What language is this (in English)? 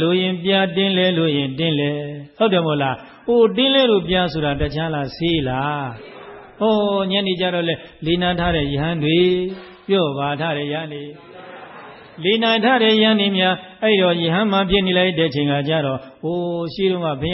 Burmese